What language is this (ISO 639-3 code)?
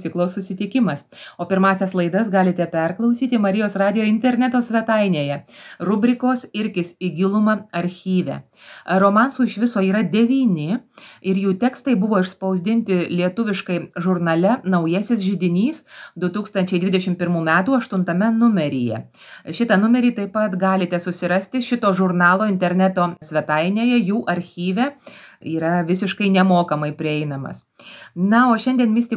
lit